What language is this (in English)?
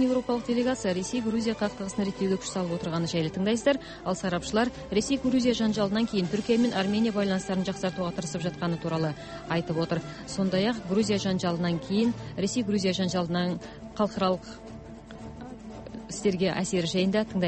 Kazakh